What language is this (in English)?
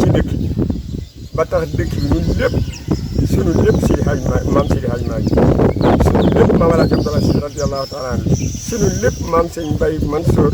Wolof